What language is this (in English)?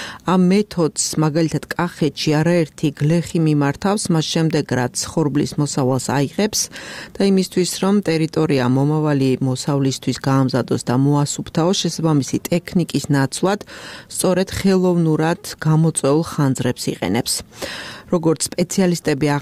Georgian